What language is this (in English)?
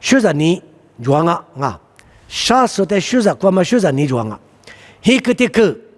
Lisu